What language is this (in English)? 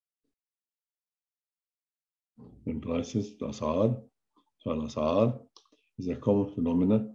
Egyptian Arabic